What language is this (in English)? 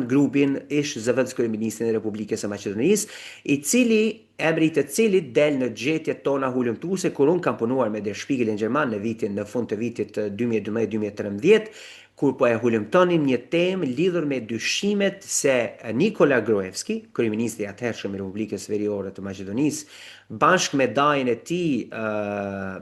Albanian